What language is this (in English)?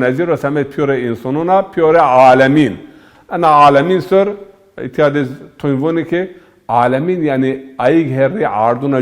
Zaza